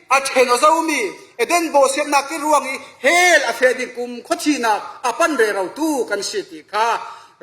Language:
Falam Chin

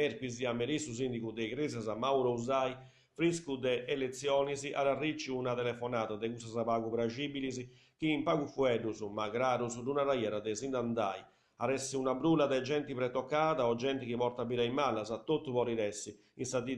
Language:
Sardinian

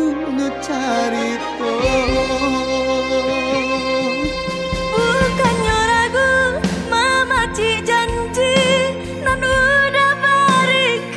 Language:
Indonesian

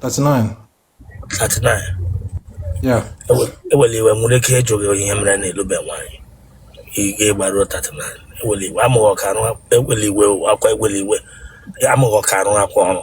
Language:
Igbo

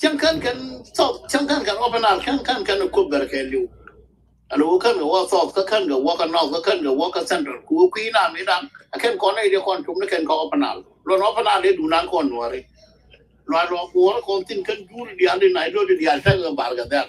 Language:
Nuer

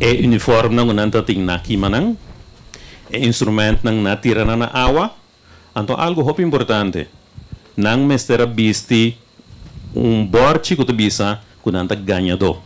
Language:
Papiamento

